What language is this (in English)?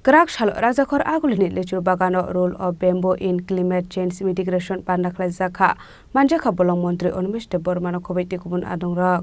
Kok Borok